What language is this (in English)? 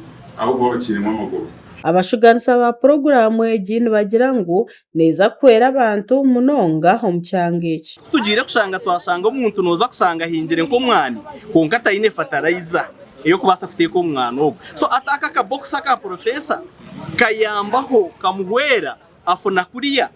Nyankole